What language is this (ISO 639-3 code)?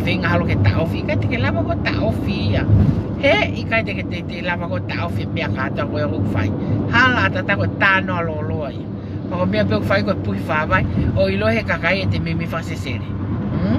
ton